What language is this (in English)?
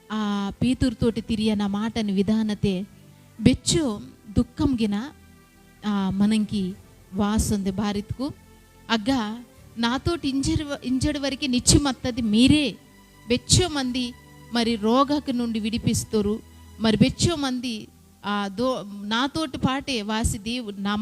Koya